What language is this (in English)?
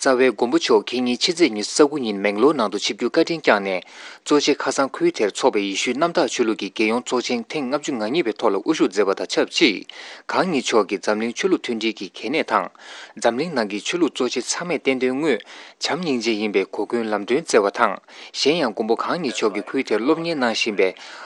Tibetan